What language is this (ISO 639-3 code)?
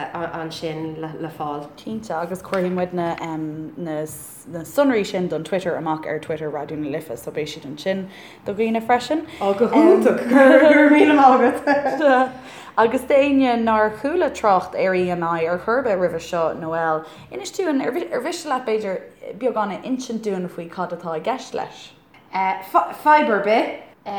gle